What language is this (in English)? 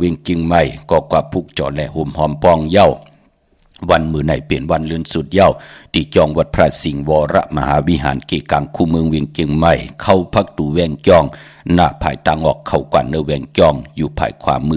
Shan